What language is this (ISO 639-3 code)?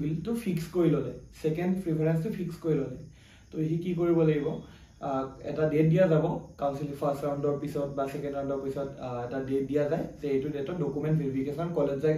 asm